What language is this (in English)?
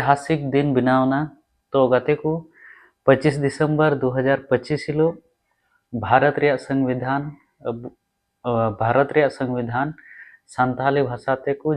Santali